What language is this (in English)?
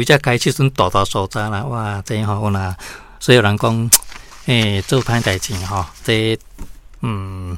Min Nan Chinese